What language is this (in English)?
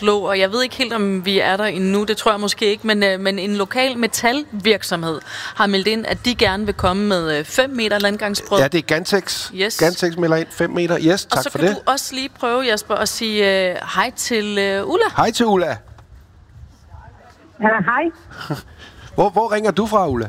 Danish